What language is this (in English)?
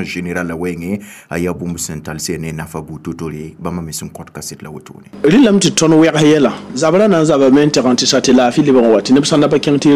Mossi